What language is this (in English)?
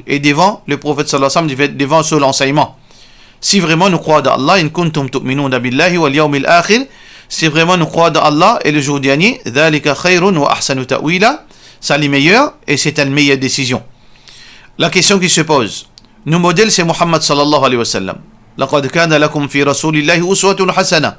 Morisyen